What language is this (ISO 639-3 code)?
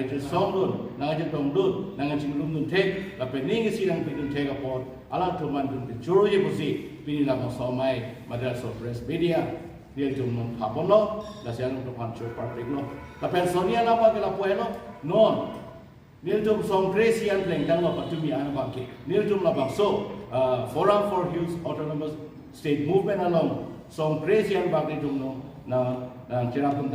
mjw